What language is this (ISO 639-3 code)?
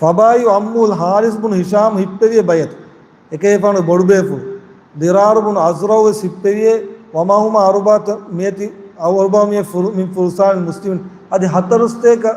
div